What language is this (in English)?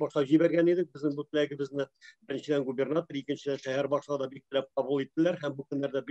Tatar